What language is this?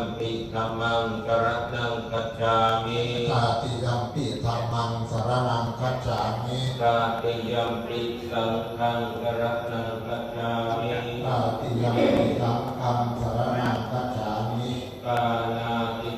Pali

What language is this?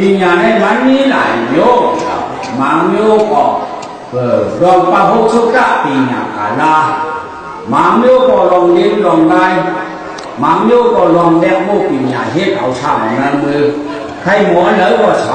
Shan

